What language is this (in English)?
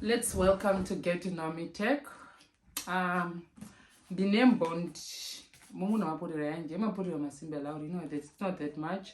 Herero